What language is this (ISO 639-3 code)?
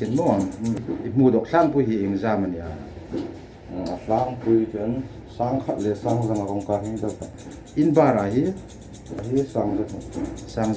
hmr